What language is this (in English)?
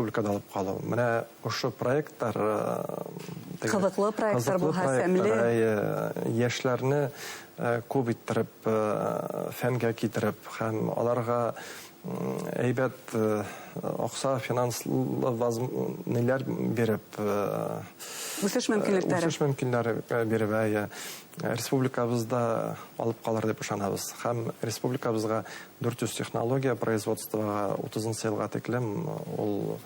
Bashkir